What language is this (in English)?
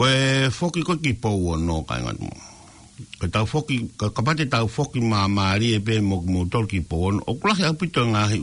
Tongan